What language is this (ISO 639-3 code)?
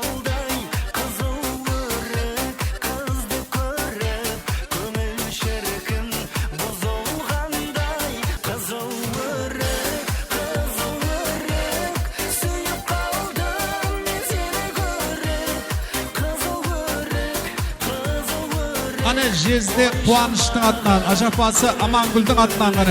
kaa